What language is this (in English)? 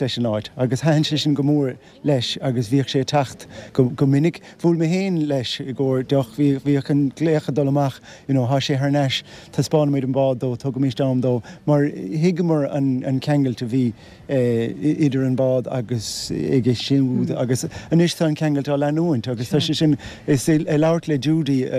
Irish